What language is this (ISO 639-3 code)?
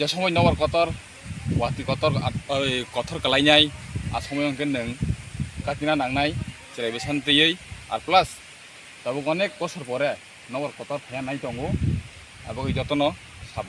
trp